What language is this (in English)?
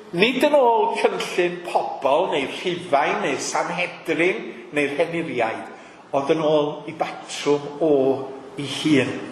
Welsh